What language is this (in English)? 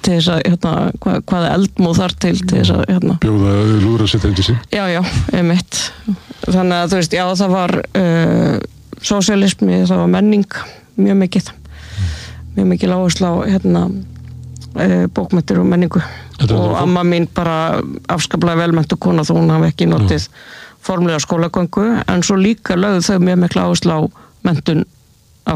Icelandic